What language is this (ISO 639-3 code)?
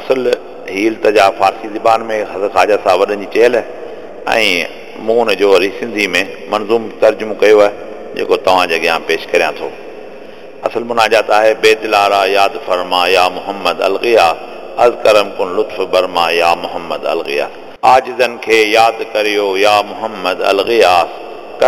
snd